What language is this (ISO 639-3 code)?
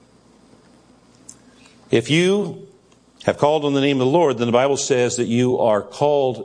eng